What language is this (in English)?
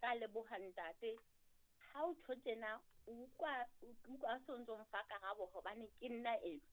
Southern Sotho